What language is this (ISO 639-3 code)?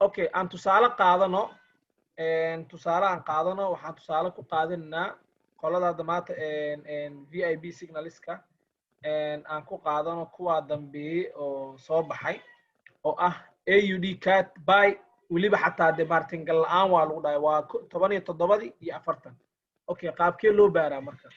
som